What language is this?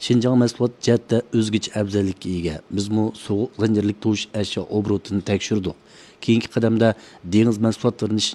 Uyghur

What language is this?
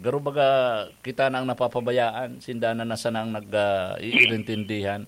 Bikol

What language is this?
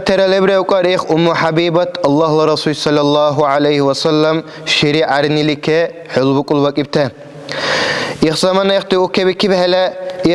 Dargwa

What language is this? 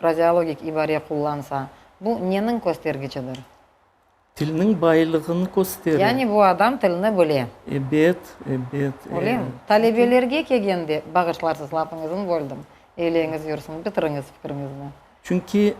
Crimean Tatar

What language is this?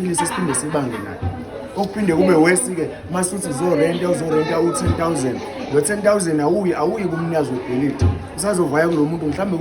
Zulu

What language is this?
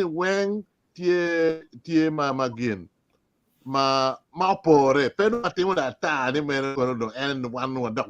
Acoli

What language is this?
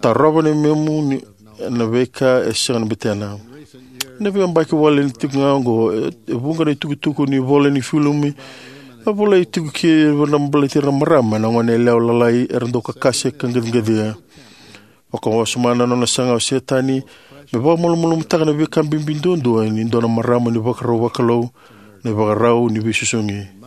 Fijian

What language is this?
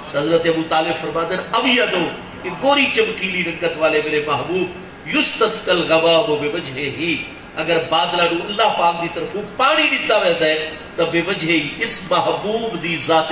Saraiki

